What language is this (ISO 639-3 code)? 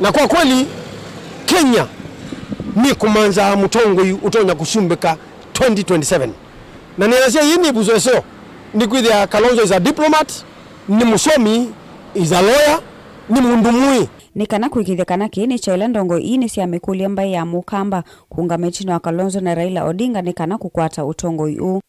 kam